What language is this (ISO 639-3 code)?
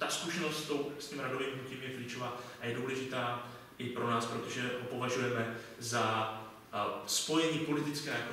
ces